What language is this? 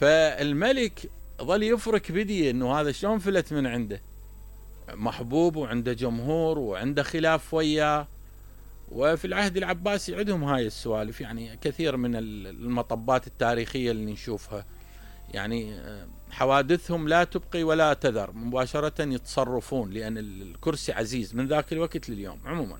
Mesopotamian Arabic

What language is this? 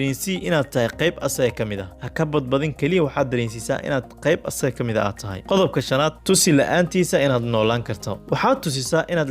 Somali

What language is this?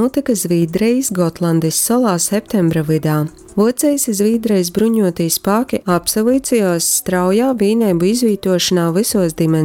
Latgalian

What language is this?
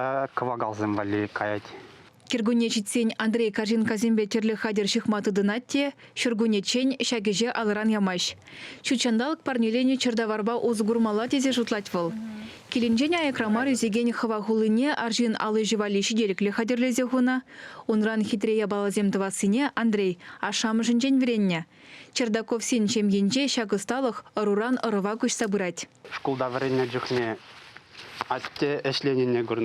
Chuvash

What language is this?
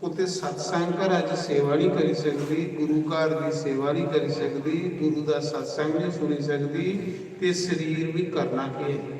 Dogri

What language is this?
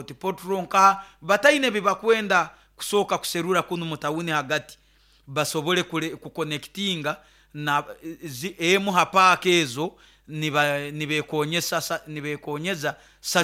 Nyoro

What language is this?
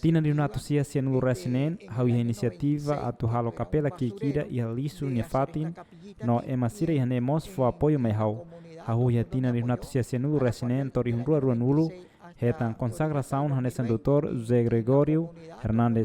Tetum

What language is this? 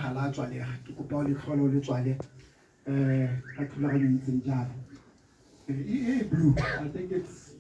Tswana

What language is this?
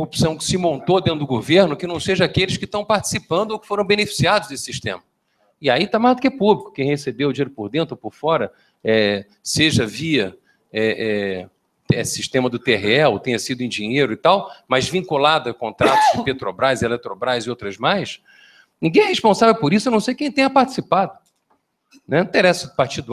Portuguese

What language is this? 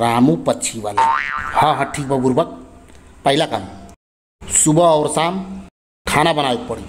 Bhojpuri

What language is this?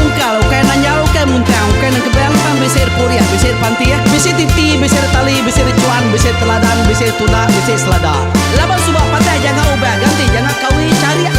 Iban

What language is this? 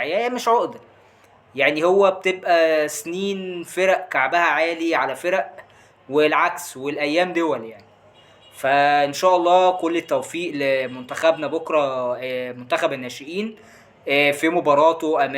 Egyptian Arabic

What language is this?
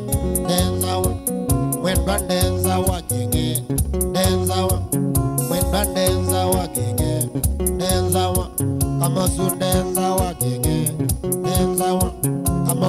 Kamba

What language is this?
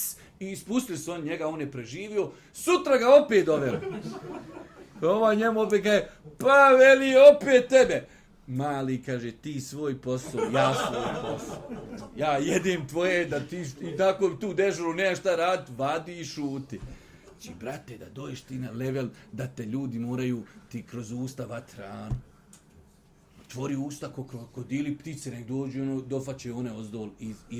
Bosnian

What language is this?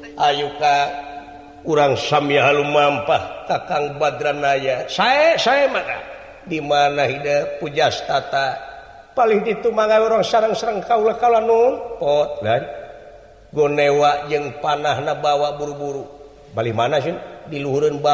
Sundanese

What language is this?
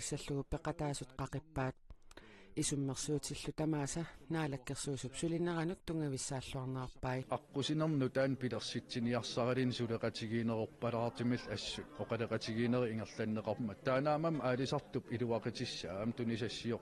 Kalaallisut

